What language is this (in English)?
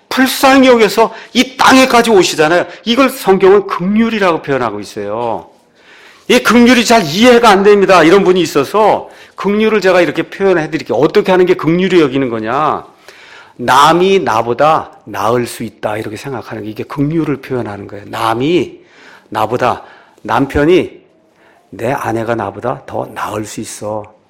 Korean